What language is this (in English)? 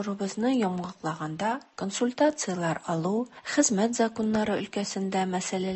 Tatar